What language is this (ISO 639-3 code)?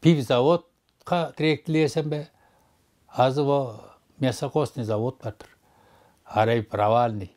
tyv